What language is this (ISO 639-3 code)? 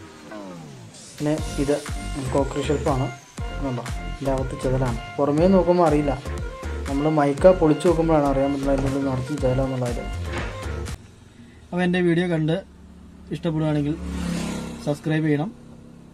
mal